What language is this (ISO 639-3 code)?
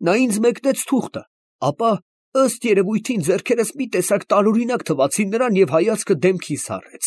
hye